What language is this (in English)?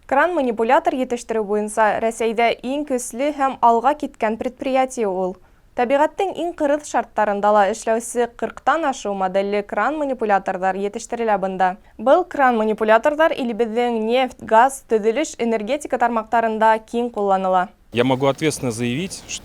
Bashkir